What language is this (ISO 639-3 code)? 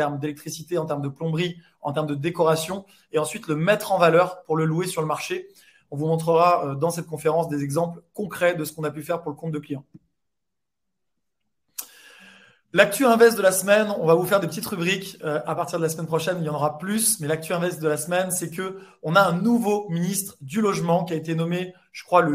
fra